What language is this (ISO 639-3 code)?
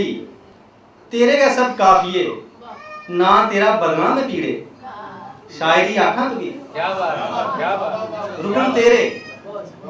doi